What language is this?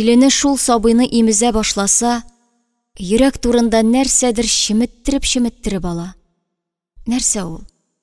Tatar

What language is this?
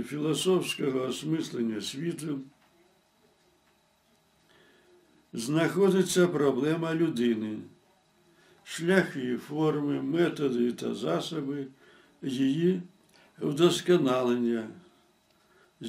Ukrainian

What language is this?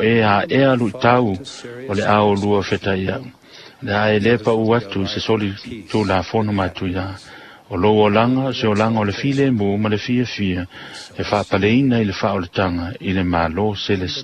Samoan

